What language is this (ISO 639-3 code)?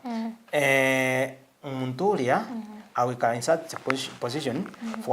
mer